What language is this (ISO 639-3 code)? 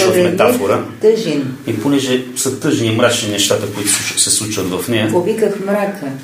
bul